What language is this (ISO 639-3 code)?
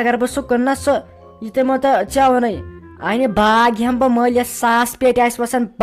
kas